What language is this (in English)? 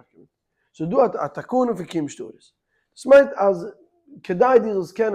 Yiddish